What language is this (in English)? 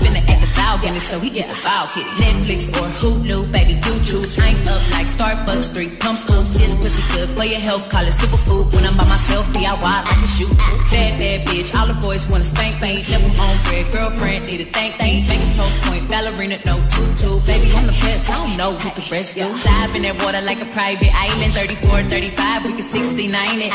English